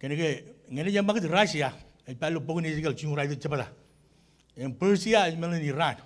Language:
Marshallese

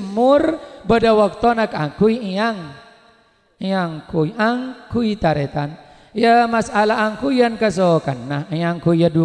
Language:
Madurese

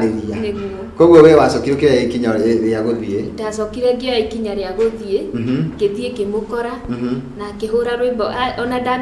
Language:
Kikuyu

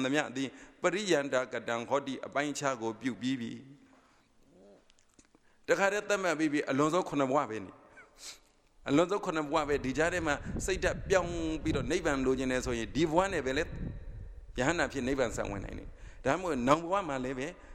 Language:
Burmese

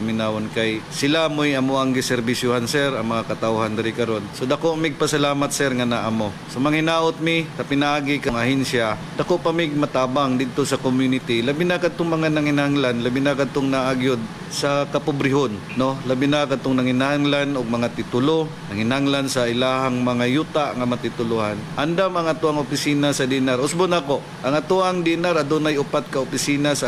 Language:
Cebuano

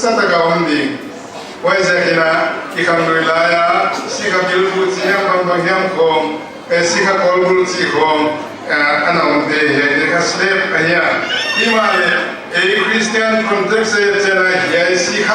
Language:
Paite Chin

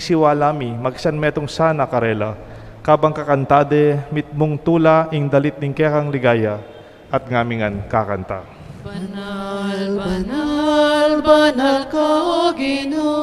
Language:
Pampanga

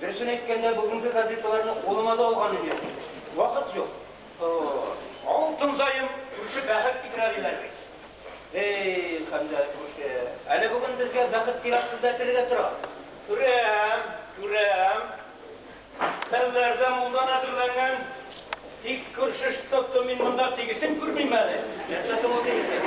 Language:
Tatar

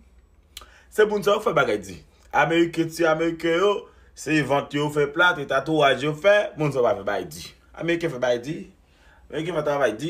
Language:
Haitian Creole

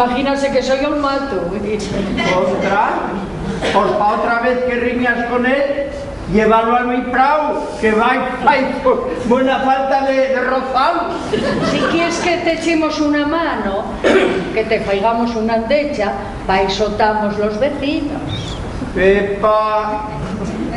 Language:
Asturian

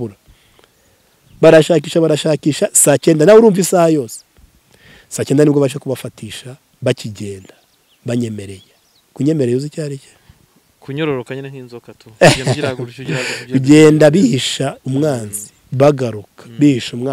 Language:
Kinyarwanda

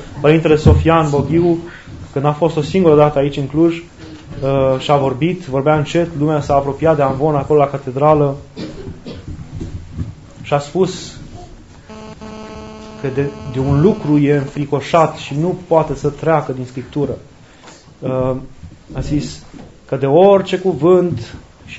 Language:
Romanian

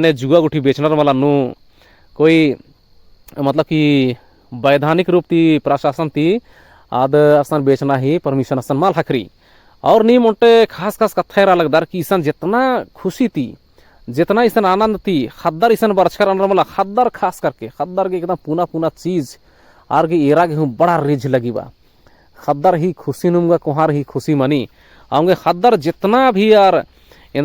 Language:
Kurukh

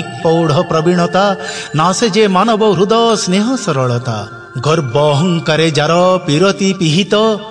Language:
Odia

